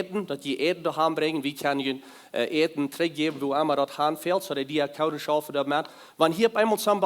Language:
Plautdietsch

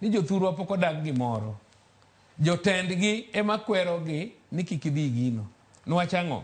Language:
Luo (Kenya and Tanzania)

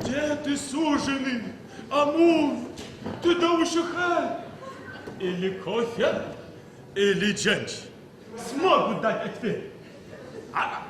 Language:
Adyghe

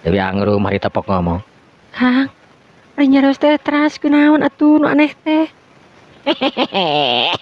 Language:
Sundanese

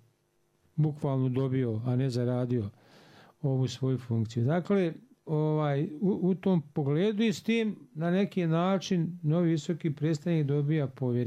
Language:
Bosnian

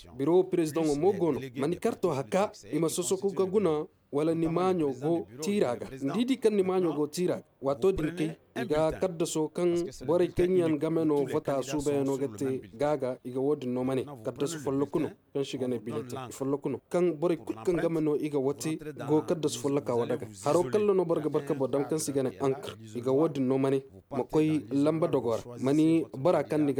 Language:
Zarma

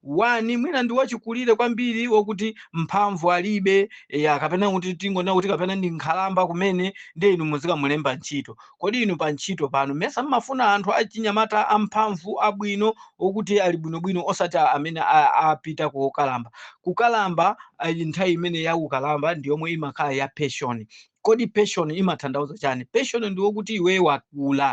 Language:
Nyanja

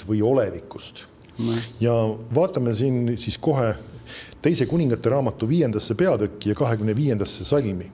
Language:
Estonian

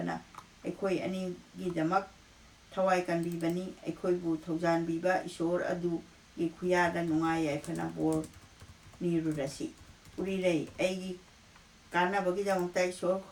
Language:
Manipuri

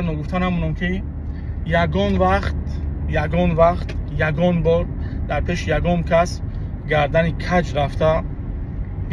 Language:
Tajik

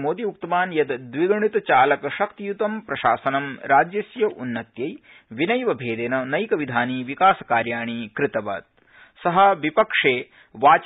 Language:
Sanskrit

